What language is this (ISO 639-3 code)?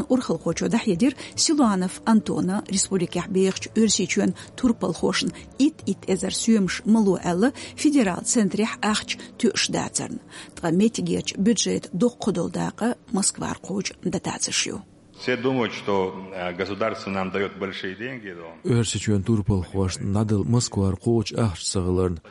che